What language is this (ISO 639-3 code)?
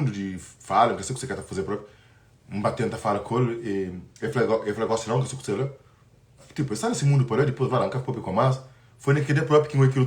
kea